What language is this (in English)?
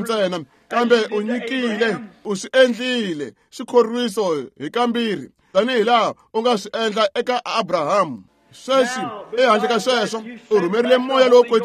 Tsonga